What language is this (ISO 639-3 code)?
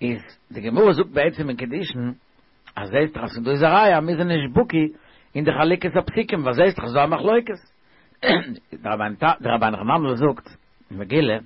yid